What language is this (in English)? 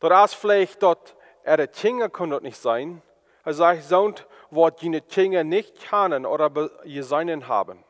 Plautdietsch